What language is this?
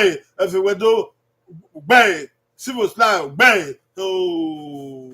Bini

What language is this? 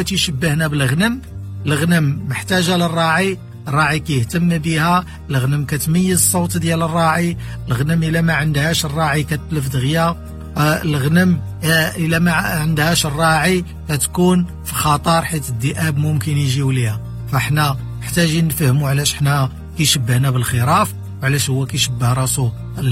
Moroccan Arabic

